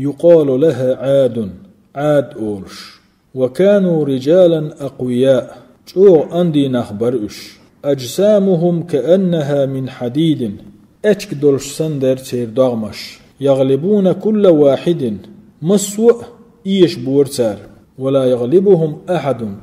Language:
Chechen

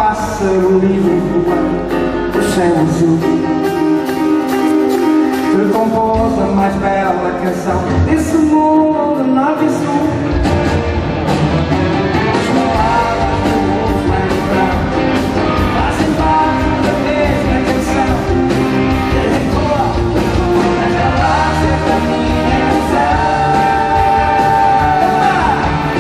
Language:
Portuguese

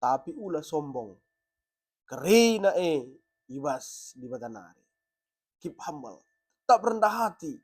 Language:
Batak Karo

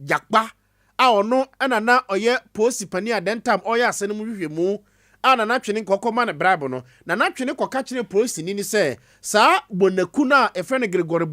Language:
Akan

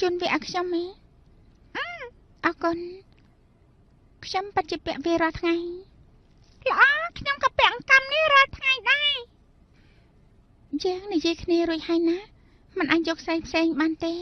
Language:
Khmer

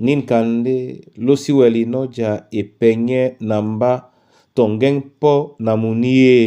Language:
Duala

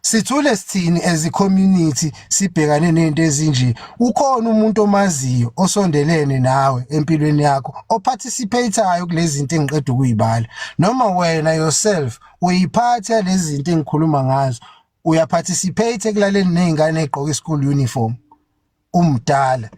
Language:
Zulu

